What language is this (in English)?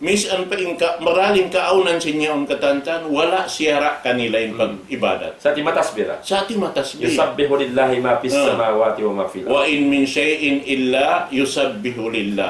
Tausug